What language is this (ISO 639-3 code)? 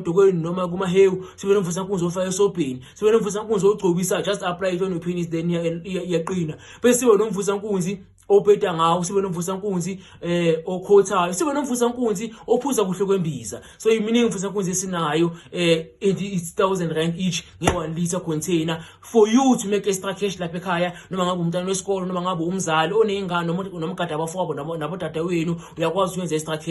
zul